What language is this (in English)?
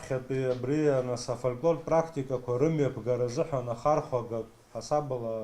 Abkhazian